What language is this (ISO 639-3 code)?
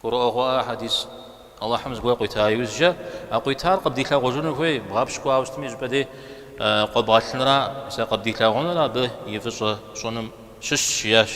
kbd